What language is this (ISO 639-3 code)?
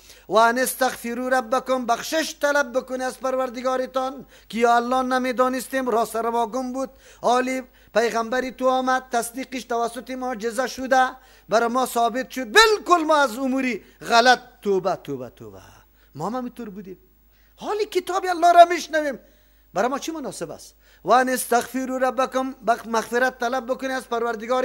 fas